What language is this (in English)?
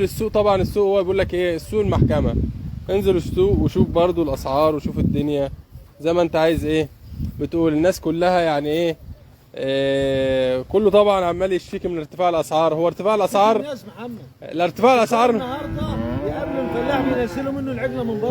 Egyptian Arabic